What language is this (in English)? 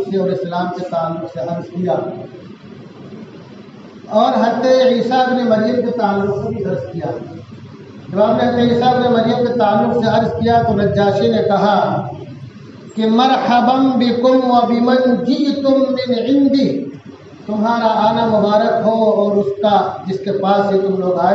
Urdu